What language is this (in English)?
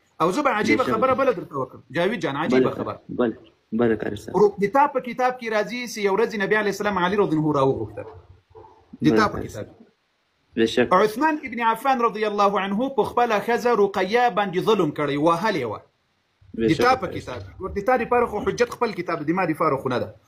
Pashto